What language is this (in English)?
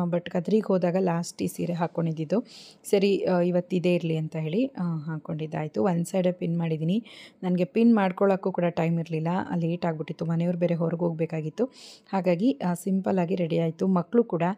Kannada